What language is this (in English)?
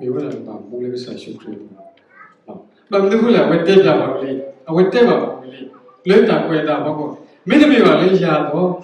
S'gaw Karen